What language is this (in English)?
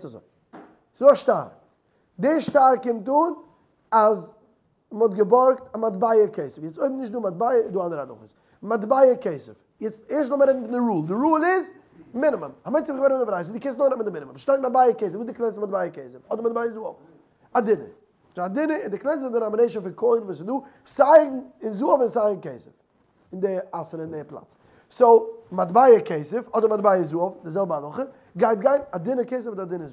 Yiddish